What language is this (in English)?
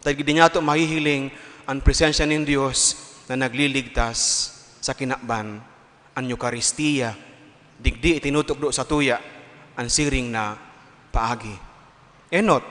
Bikol